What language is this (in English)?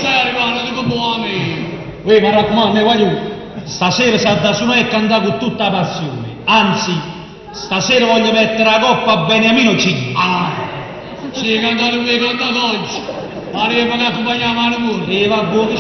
Neapolitan